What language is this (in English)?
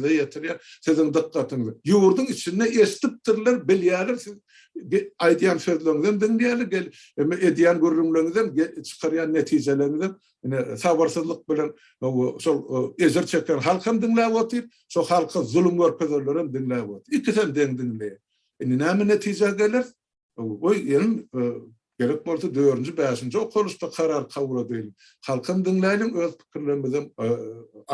Turkmen